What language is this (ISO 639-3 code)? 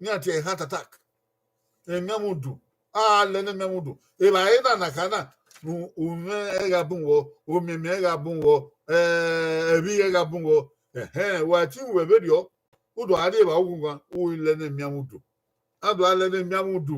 bin